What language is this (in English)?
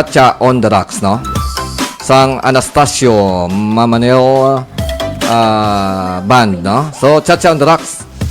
Hiligaynon